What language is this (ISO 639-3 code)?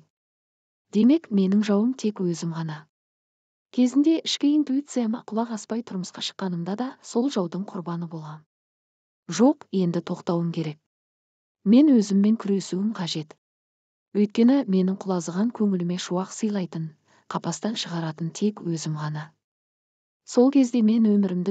kaz